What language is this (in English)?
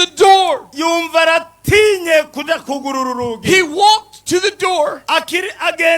Rundi